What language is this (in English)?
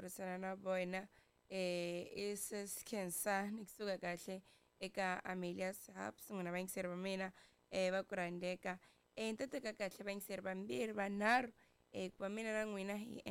Tsonga